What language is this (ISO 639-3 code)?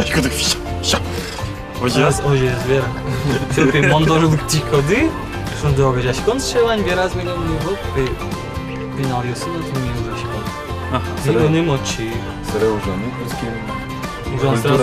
udm